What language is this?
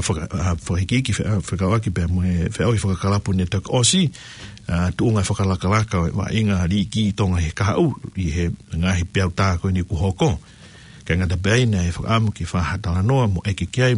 Tongan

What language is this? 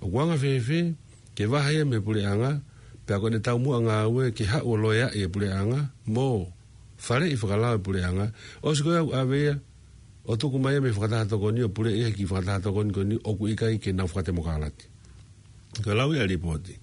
Tongan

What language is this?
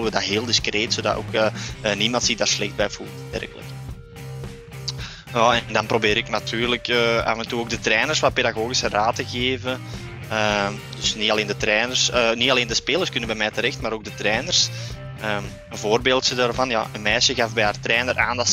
Dutch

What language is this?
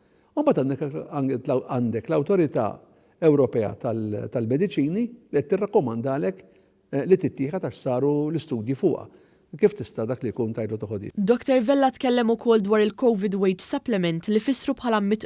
Maltese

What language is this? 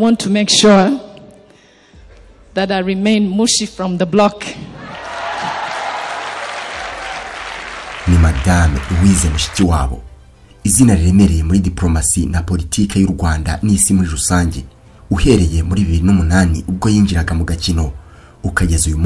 Kinyarwanda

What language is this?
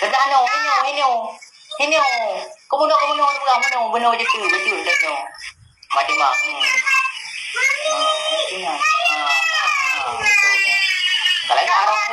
Achinese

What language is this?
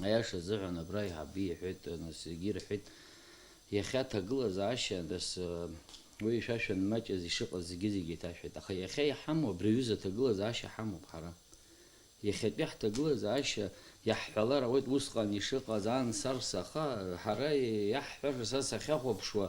Abkhazian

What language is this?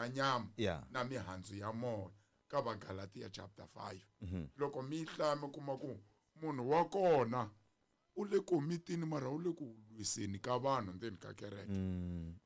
Tsonga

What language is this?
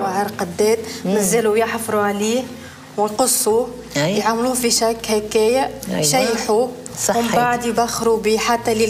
Tunisian Arabic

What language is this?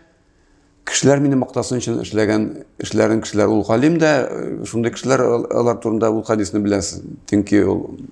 Tatar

